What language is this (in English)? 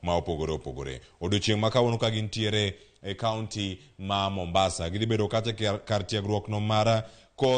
Luo (Kenya and Tanzania)